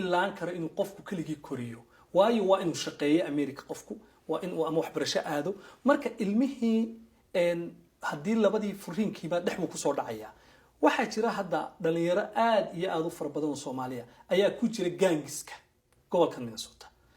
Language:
Somali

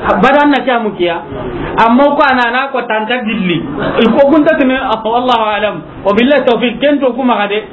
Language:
Soninke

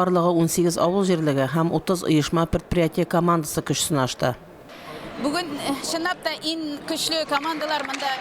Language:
Tatar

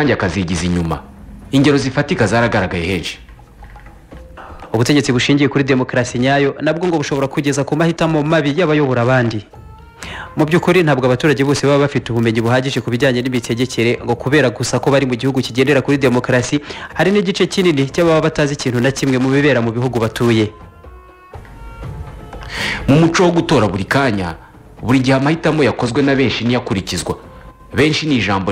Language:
Kinyarwanda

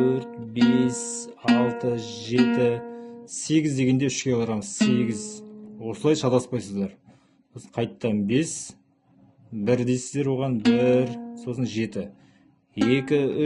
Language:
Kazakh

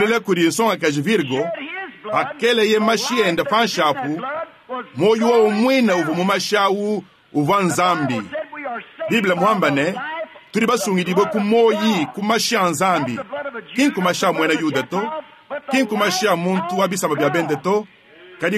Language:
Luba-Lulua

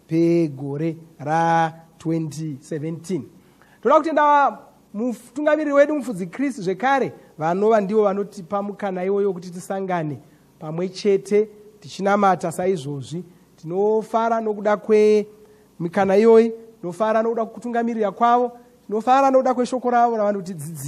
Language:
Shona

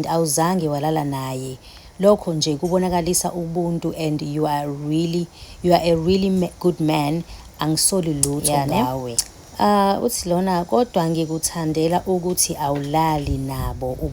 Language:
Zulu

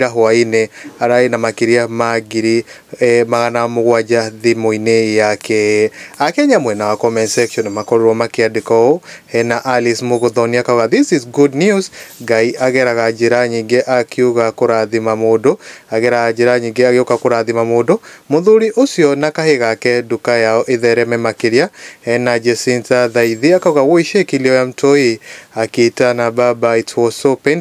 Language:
Kikuyu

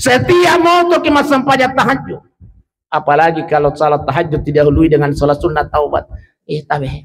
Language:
Buginese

